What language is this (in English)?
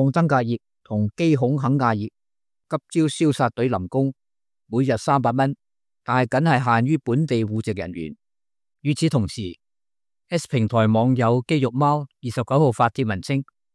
Cantonese